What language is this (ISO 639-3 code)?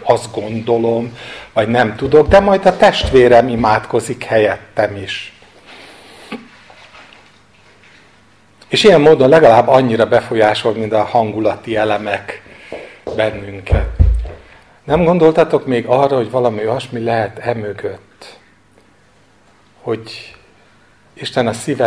hun